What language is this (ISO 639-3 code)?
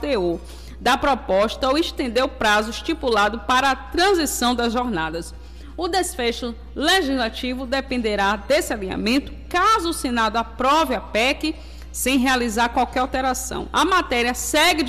por